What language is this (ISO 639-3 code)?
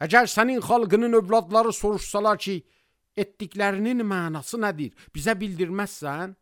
aze